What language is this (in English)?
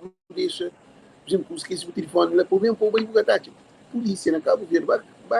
Kabuverdianu